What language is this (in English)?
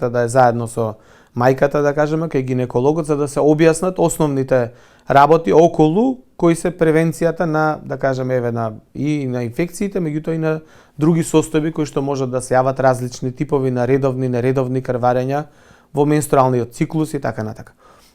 Macedonian